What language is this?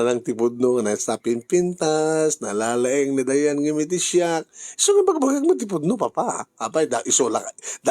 Iloko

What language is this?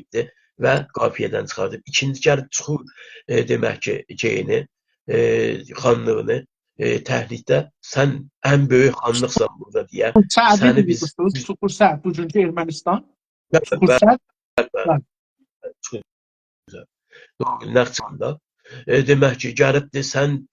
South Azerbaijani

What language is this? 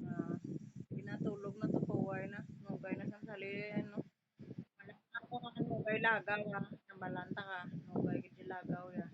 Hiligaynon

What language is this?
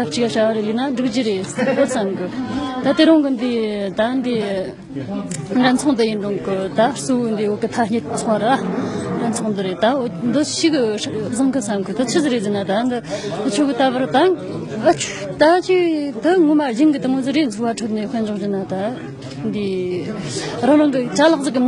Tibetan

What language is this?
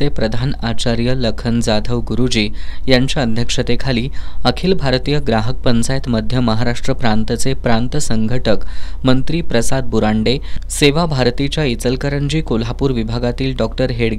Marathi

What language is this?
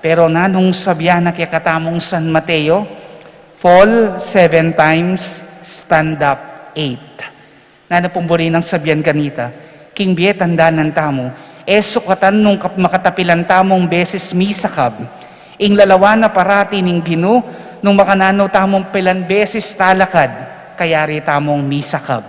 Pampanga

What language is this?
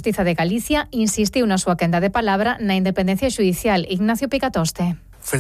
Galician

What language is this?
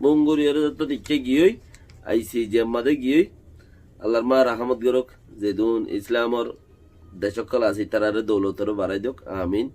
Rohingya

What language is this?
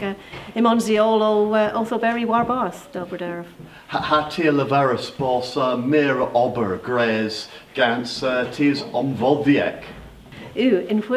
Cornish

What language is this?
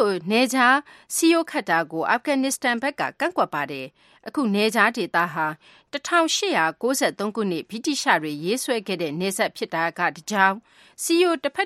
Burmese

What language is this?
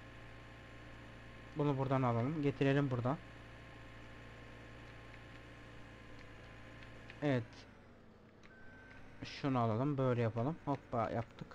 Turkish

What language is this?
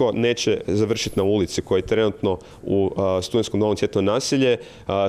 Croatian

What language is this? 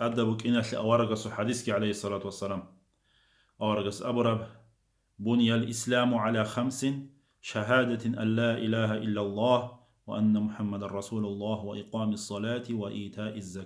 Avaric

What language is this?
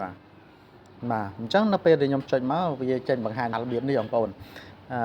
Khmer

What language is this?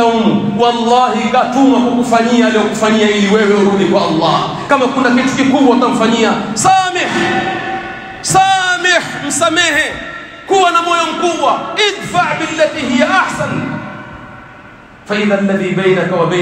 Swahili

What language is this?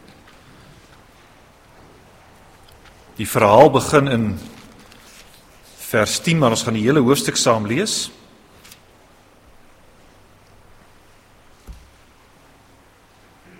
Afrikaans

